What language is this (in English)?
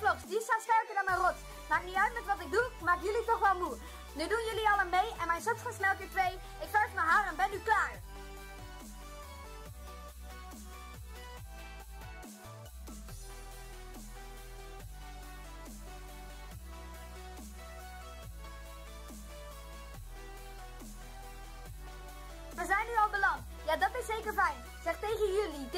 Dutch